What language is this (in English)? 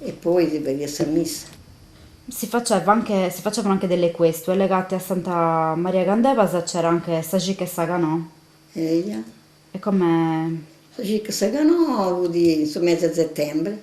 Sardinian